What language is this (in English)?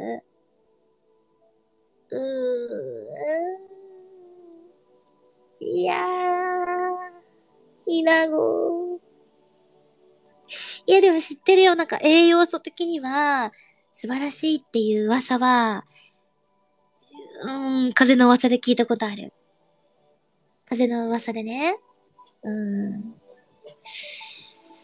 Japanese